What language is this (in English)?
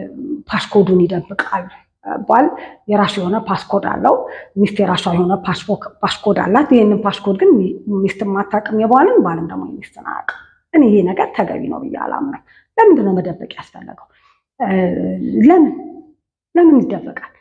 Amharic